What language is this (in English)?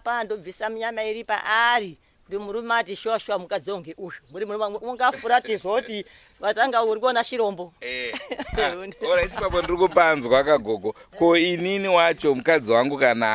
Shona